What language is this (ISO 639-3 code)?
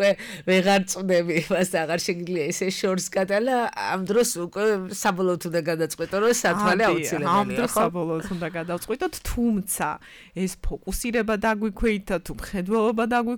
kat